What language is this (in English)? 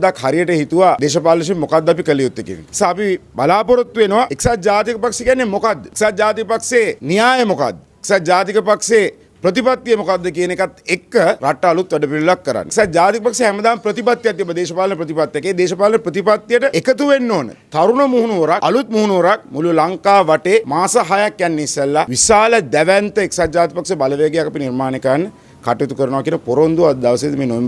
Sinhala